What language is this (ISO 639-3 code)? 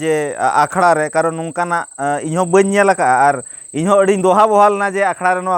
sat